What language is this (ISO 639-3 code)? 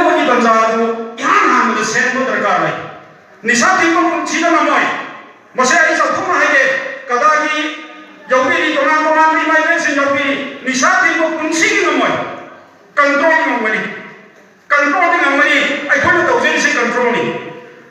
mni